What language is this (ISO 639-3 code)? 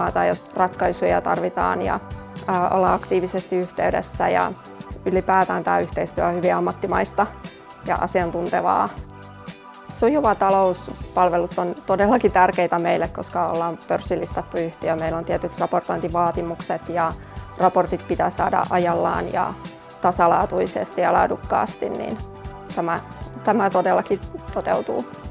fin